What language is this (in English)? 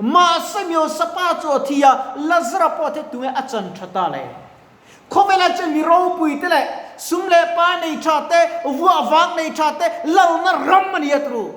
Mizo